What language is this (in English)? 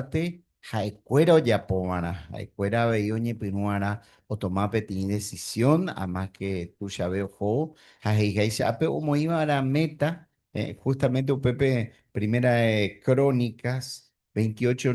Guarani